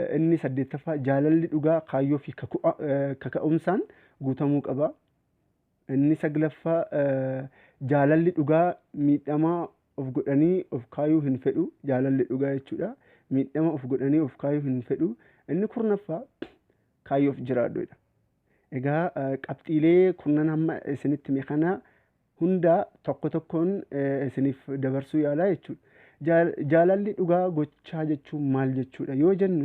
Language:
Oromo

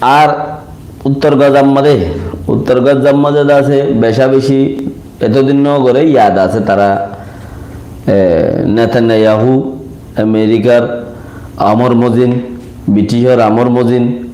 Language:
Rohingya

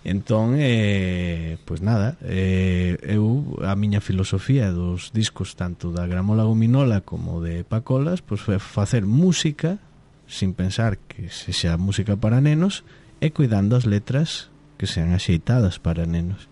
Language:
Galician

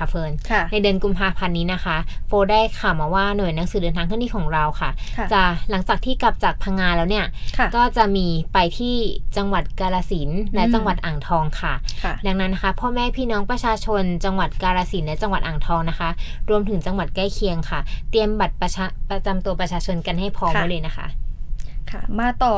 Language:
Thai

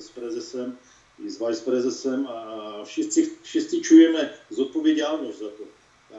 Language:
Polish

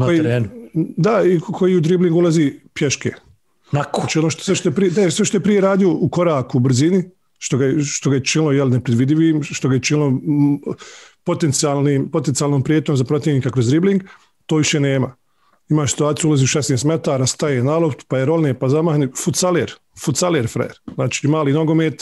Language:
Bosnian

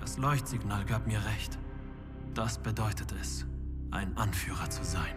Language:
Bavarian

